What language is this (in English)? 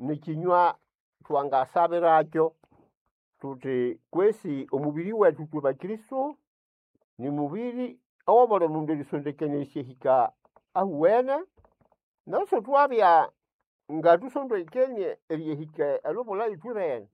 Nande